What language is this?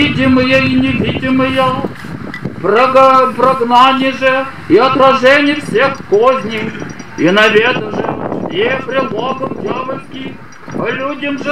Chuvash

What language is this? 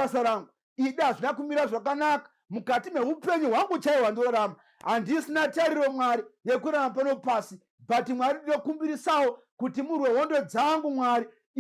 Shona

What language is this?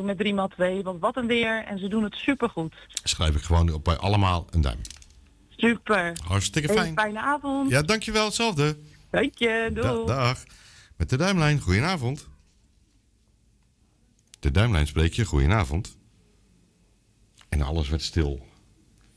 Dutch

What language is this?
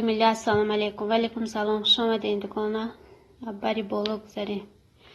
Tajik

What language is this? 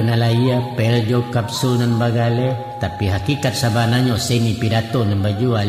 Minangkabau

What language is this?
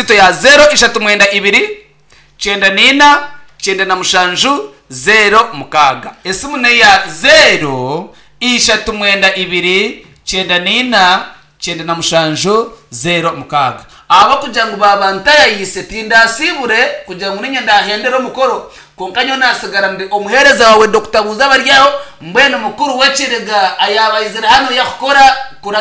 Nyankole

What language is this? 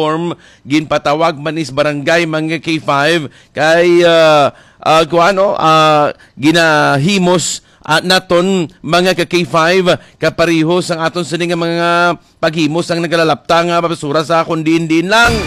Hiligaynon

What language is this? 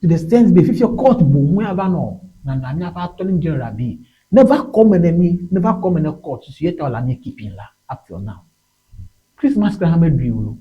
Ewe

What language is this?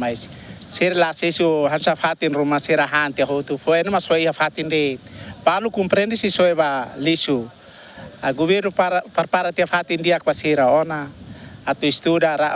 Tetum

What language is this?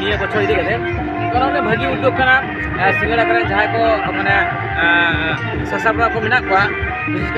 Santali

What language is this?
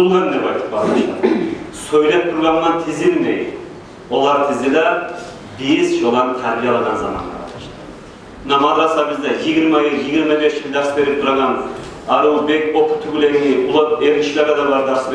Kumyk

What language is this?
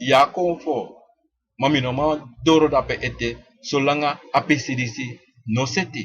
Sranan Tongo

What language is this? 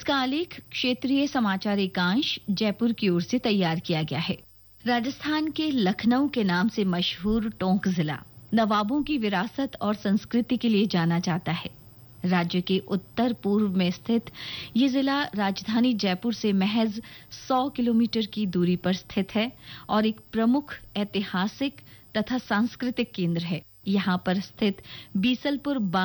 Hindi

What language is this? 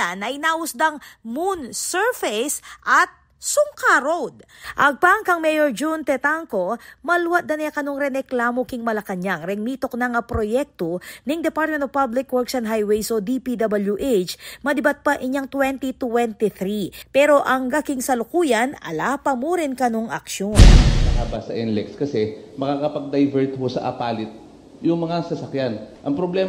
Pampanga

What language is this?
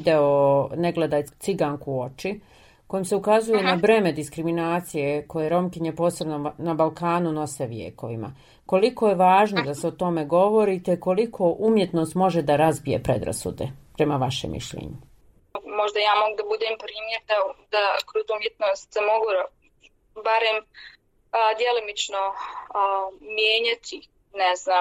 Bosnian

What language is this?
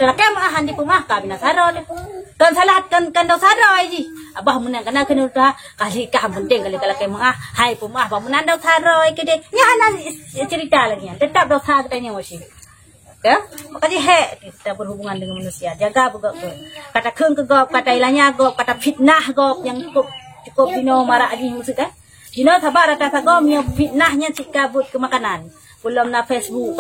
Achinese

